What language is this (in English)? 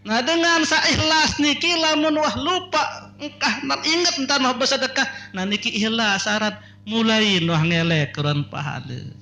Sasak